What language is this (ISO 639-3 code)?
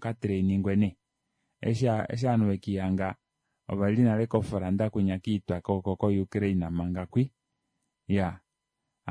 kua